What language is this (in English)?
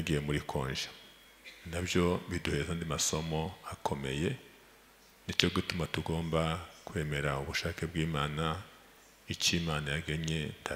Kinyarwanda